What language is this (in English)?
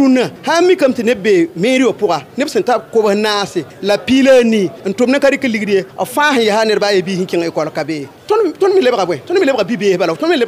Mossi